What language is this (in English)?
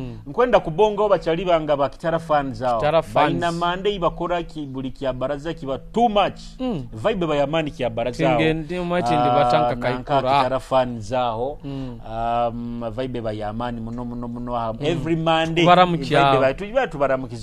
Nyoro